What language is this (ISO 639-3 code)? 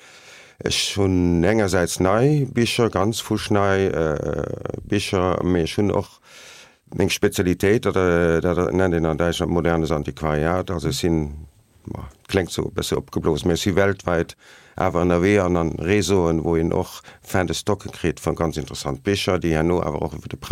ltz